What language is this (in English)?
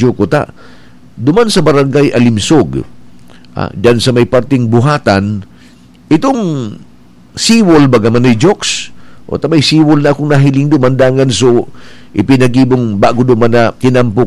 Bikol